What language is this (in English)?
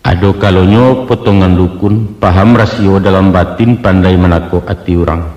Minangkabau